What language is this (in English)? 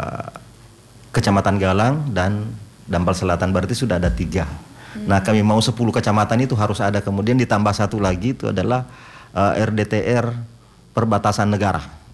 Indonesian